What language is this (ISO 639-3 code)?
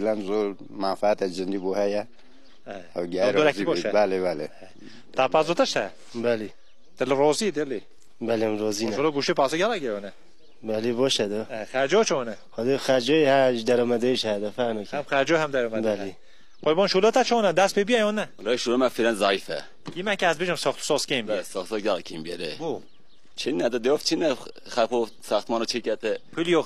kur